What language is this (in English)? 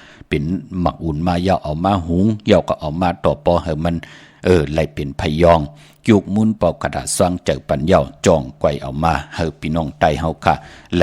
Shan